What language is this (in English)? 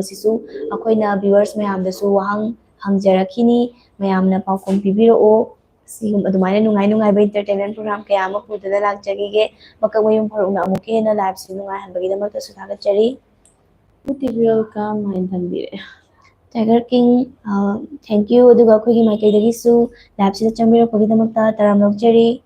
Manipuri